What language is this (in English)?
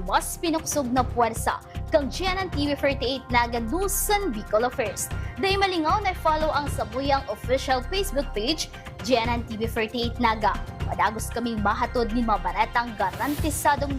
Bikol